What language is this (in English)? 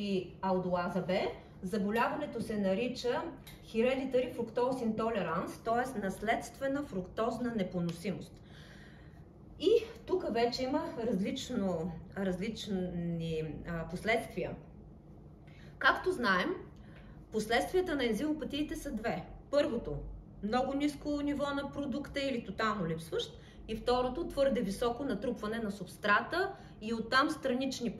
Bulgarian